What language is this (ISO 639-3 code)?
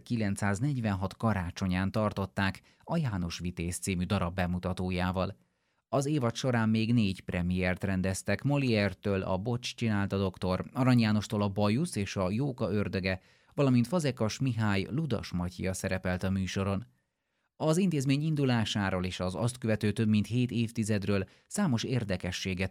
hun